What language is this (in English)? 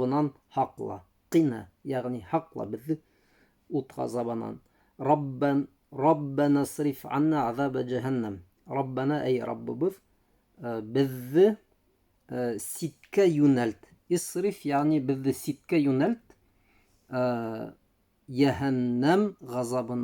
Bashkir